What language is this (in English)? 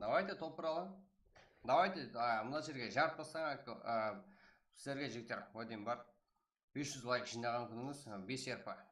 Kara-Kalpak